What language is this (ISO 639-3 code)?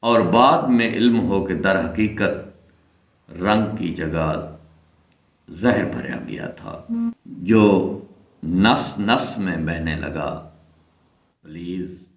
skr